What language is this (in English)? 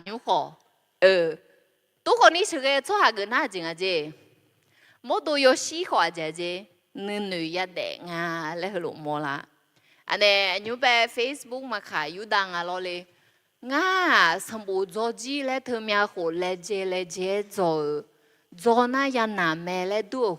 Akha